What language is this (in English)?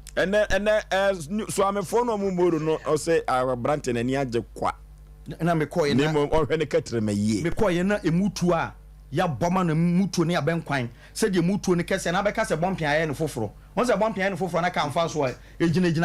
Akan